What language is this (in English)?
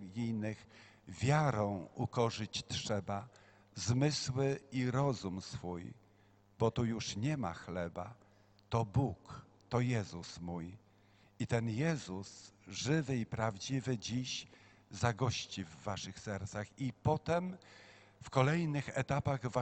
Polish